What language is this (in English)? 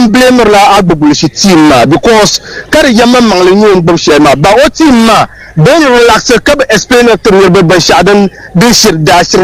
Dagbani